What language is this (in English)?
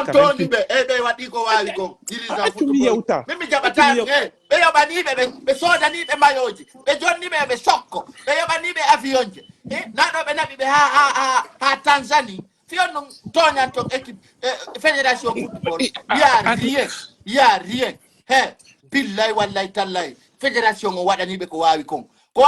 Pular